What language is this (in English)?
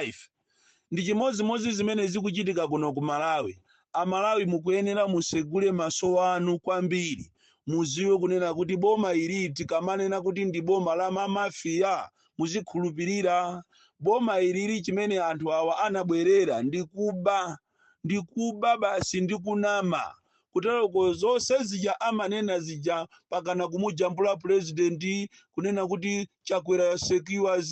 Nyanja